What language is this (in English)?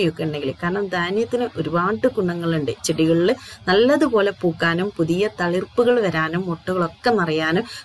Malayalam